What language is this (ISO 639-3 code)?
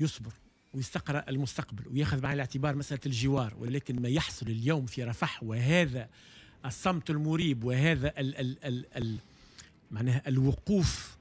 aeb